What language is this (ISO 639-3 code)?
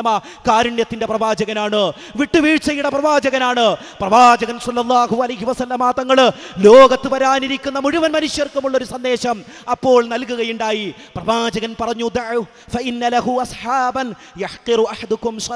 mal